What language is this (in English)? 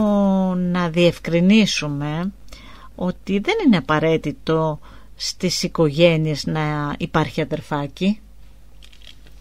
Greek